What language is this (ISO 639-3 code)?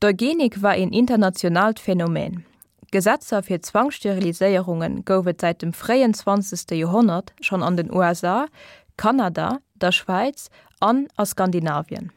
ltz